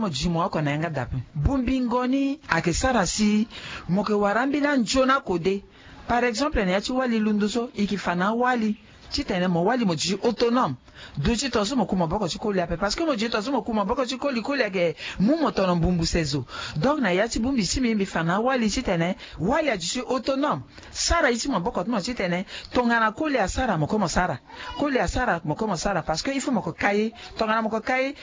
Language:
Sango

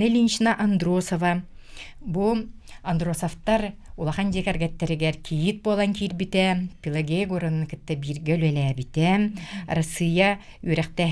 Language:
Yakut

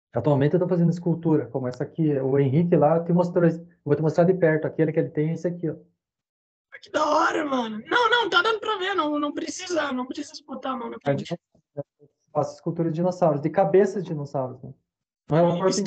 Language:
Portuguese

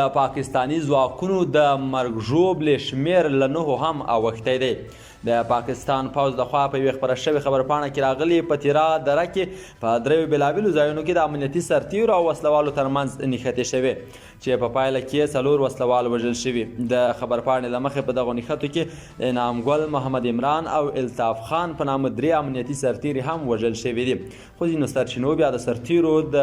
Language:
Pashto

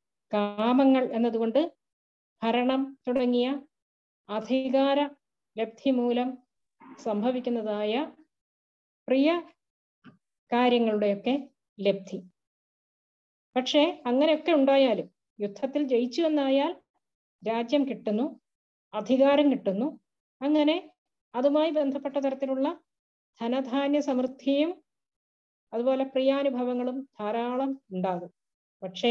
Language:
Malayalam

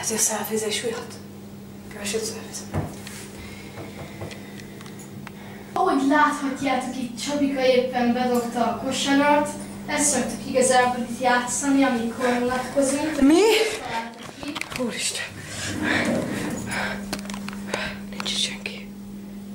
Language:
Hungarian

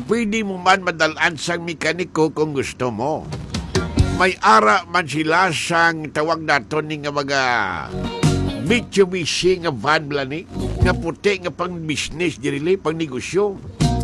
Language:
Hiligaynon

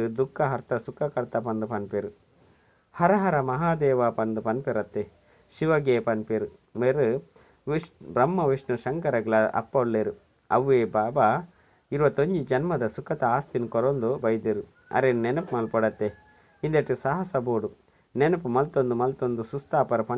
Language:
Tulu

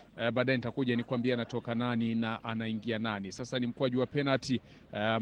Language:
Swahili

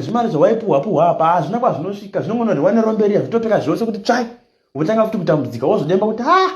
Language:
Shona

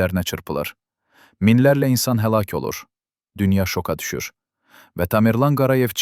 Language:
Azerbaijani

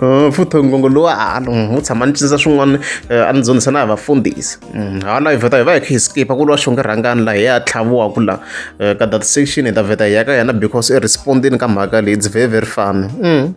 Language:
Tsonga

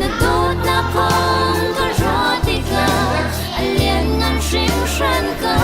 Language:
Hakha Chin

